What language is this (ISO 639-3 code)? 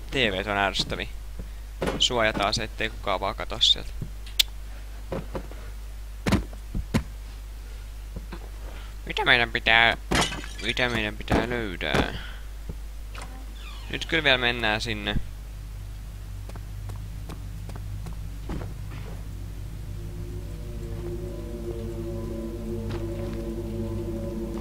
fin